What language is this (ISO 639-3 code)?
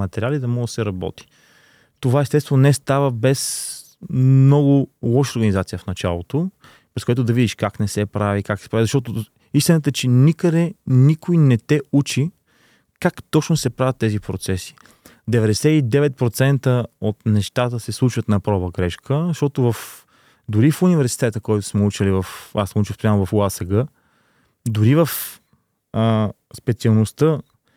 bul